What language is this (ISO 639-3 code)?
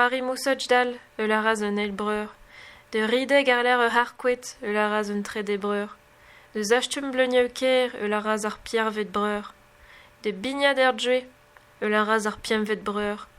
bre